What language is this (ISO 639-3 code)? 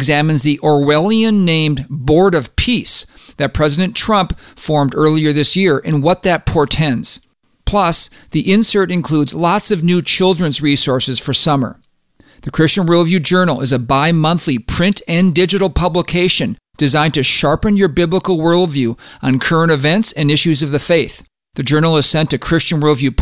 eng